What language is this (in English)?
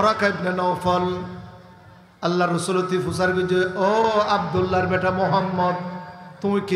Rohingya